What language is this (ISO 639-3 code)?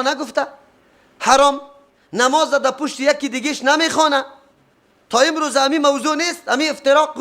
fas